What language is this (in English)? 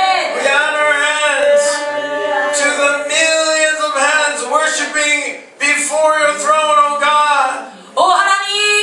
Korean